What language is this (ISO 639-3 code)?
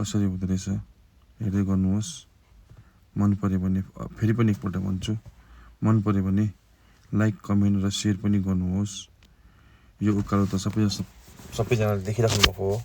nep